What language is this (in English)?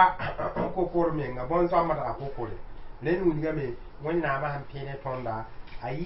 Mossi